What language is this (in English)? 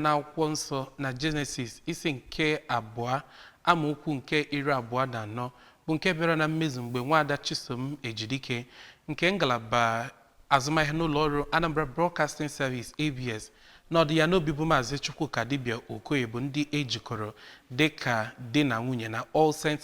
Igbo